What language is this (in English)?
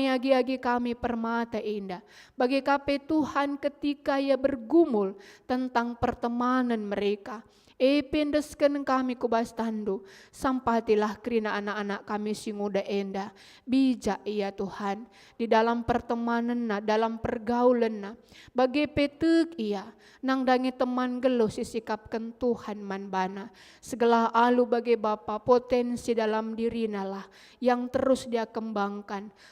Batak Karo